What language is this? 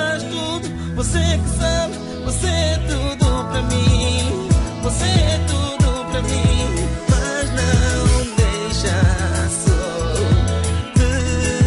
Portuguese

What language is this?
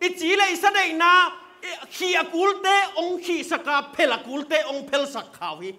Tedim Chin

